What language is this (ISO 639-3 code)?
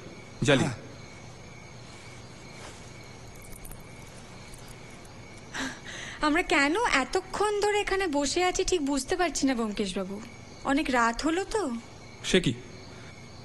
ben